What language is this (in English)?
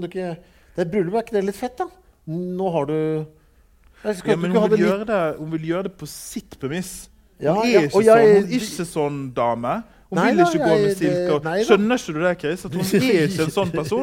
Norwegian